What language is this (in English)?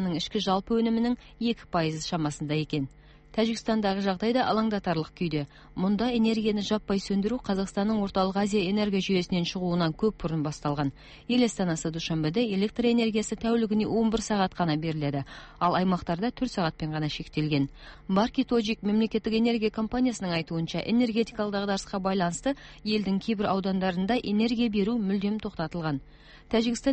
Kazakh